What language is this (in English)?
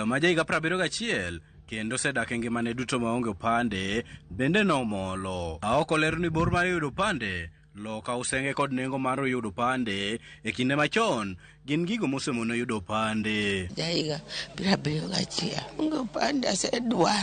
Luo (Kenya and Tanzania)